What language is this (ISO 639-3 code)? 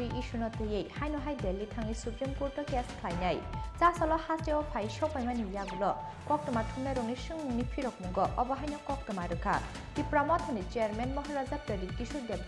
trp